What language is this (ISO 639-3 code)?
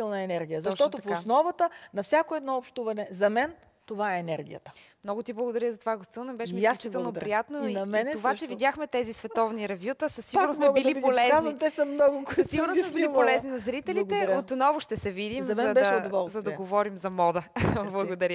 bul